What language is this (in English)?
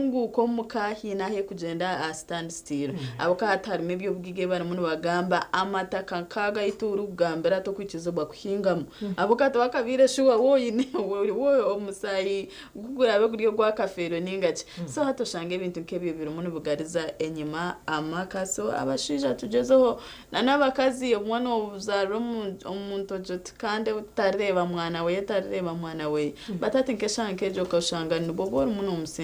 Nyankole